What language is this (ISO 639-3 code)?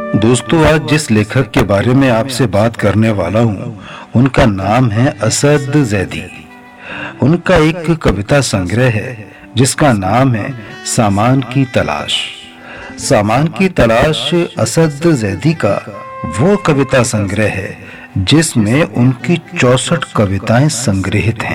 hin